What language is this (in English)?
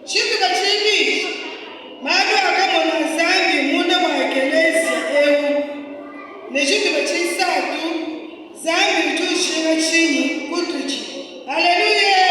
Luba-Lulua